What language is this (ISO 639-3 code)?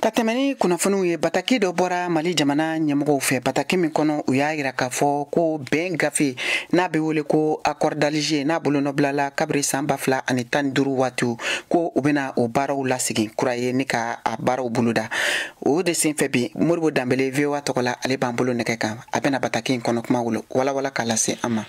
bam